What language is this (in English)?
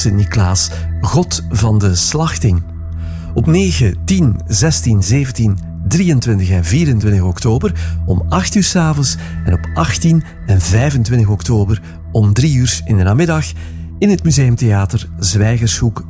Dutch